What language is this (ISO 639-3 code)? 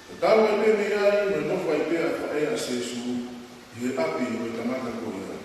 ton